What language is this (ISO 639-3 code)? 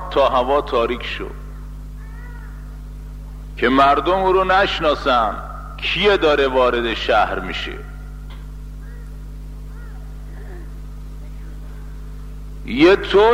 fas